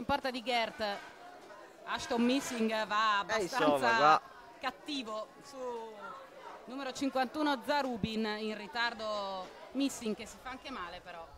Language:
Italian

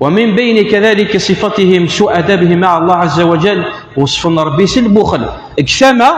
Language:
Kabyle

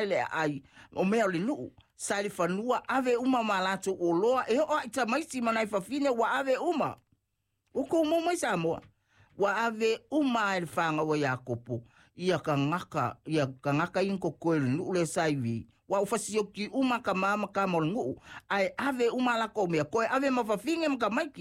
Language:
Samoan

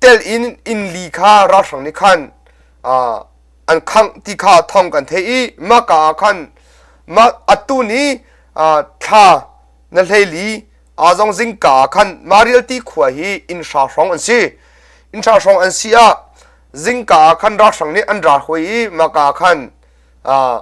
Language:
Hakha Chin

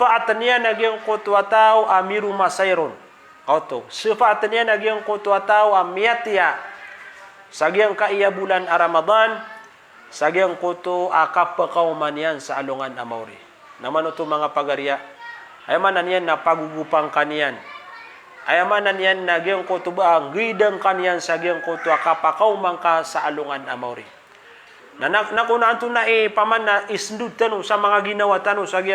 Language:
Maranao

